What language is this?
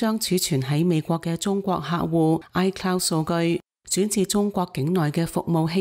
Cantonese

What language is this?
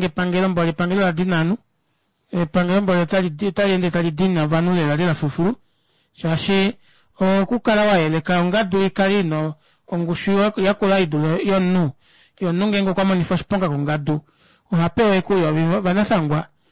Kuanyama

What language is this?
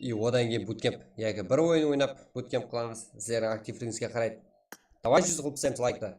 Kara-Kalpak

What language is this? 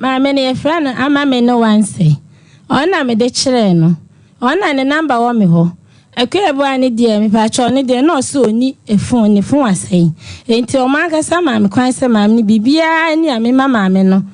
Akan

